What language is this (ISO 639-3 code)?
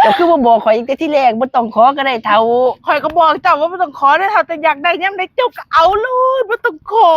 tts